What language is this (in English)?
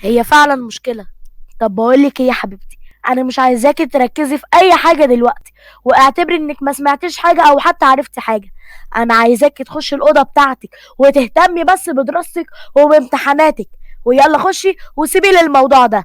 Egyptian Arabic